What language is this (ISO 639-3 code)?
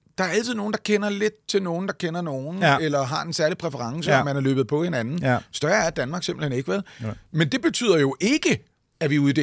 dan